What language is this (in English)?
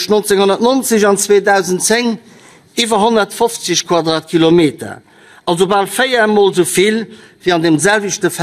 Luxembourgish